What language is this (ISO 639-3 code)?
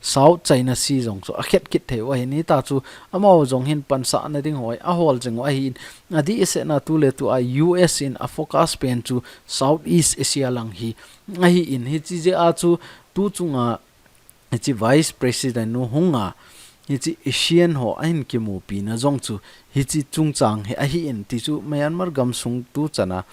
tcz